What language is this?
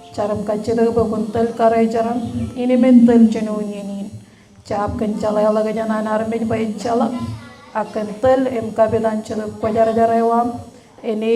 Marshallese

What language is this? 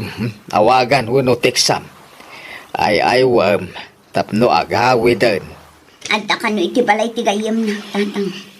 Iloko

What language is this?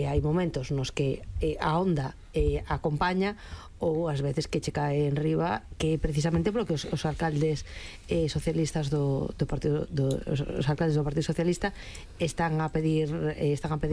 Galician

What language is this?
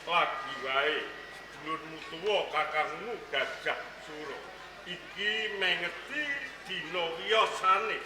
Javanese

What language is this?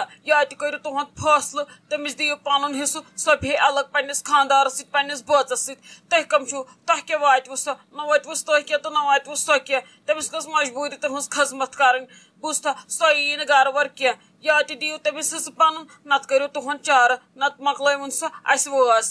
Kashmiri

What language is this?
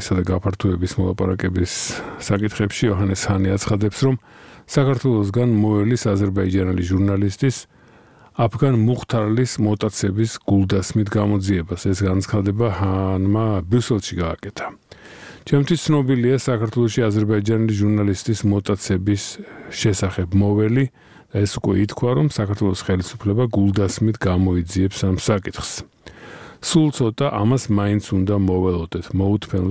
Georgian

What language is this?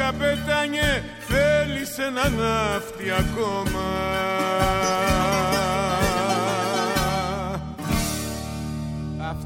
Greek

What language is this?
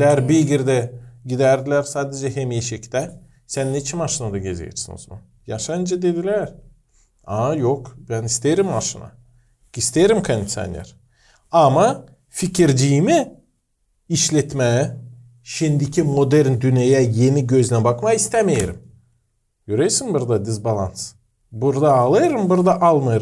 Gagauz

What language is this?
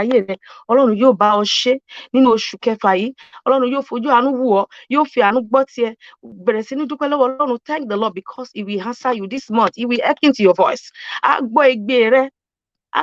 Yoruba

